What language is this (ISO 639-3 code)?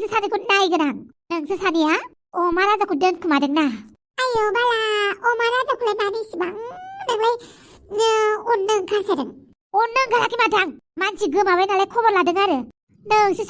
brx